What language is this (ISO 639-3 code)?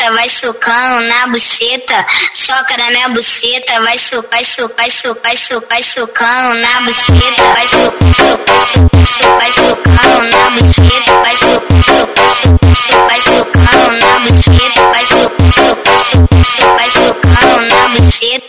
por